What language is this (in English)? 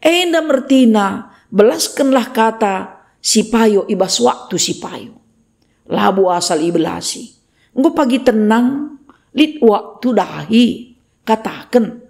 Batak Karo